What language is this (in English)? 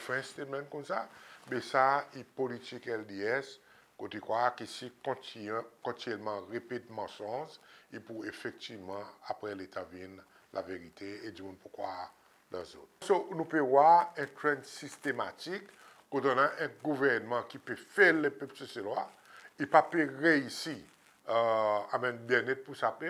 Seselwa Creole French